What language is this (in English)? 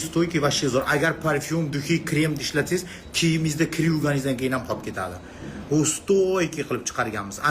Uzbek